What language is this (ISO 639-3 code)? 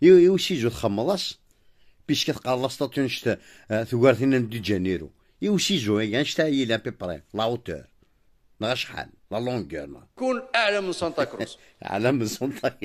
kab